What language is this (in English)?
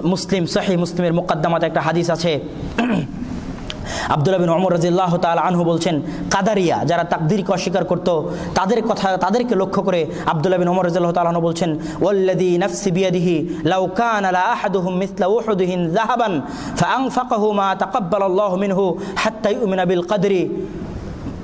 Bangla